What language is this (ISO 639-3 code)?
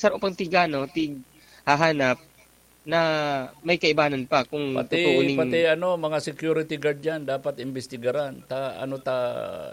bik